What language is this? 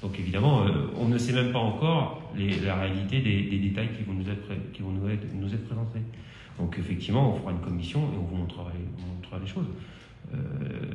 French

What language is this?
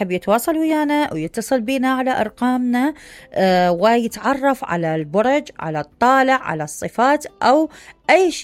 Mesopotamian Arabic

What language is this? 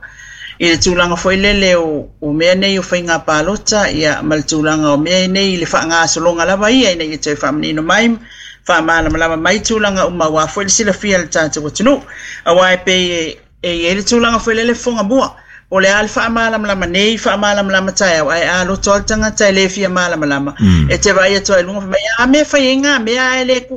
Samoan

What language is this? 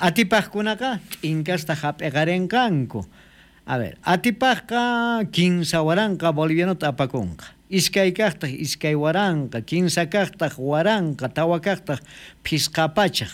South Bolivian Quechua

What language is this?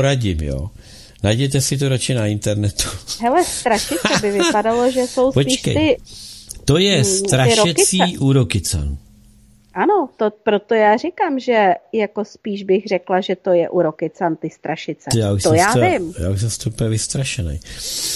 Czech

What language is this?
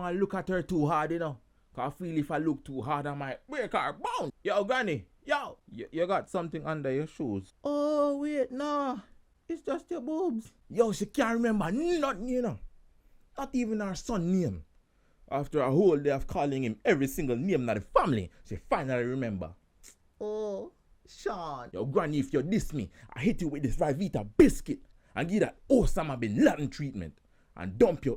Jamaican Creole English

